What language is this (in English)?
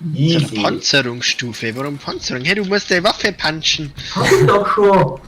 Bavarian